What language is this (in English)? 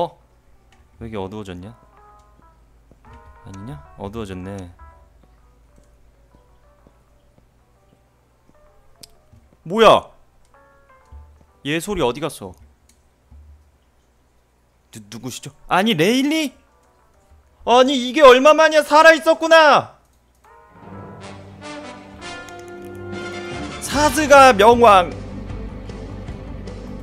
Korean